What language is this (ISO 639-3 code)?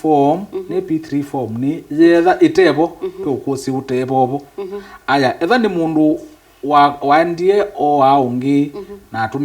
kam